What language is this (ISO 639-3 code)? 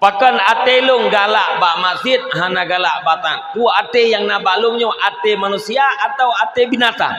ace